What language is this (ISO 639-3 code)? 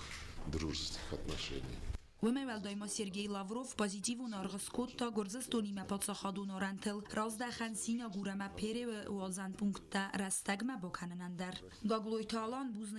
oss